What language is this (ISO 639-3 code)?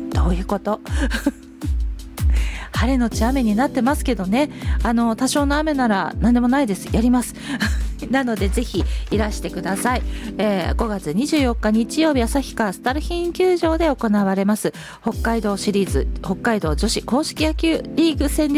jpn